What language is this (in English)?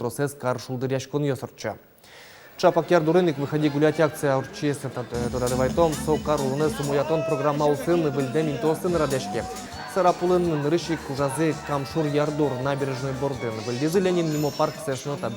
Udmurt